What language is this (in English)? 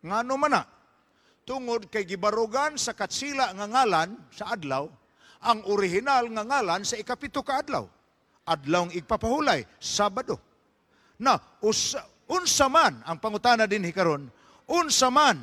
Cebuano